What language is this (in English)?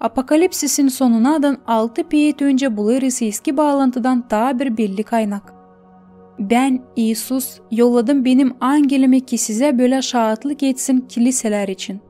Gagauz